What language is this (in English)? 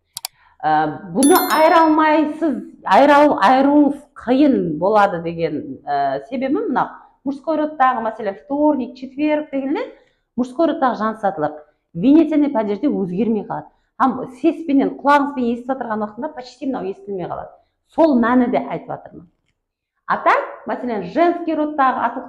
Kara-Kalpak